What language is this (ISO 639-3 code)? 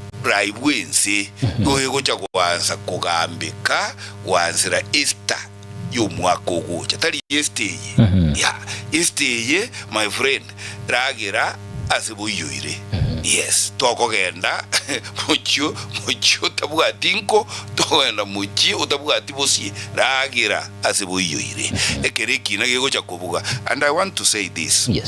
guz